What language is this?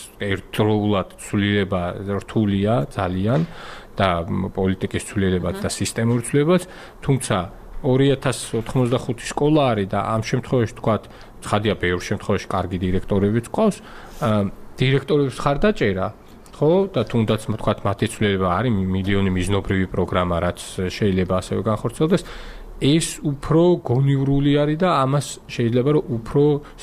Georgian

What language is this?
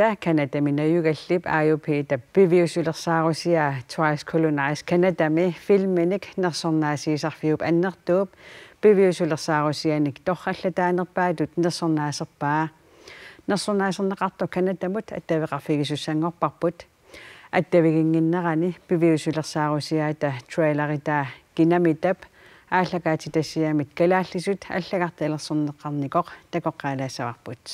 Kalaallisut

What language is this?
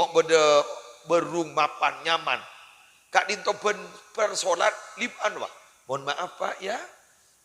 Madurese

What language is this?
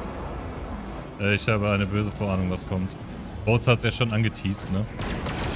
German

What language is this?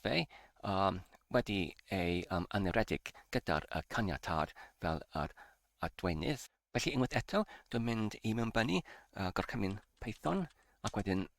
Welsh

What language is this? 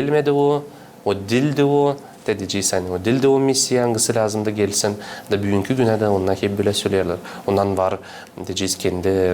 Gagauz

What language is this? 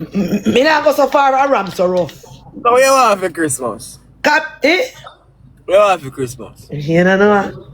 Jamaican Creole English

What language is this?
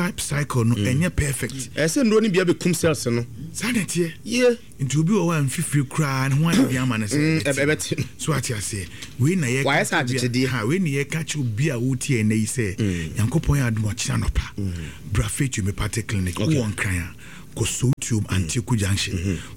Akan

